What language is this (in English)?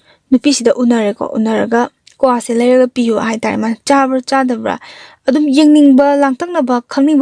Manipuri